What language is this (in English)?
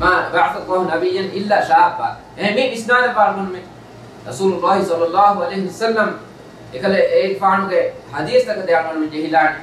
Divehi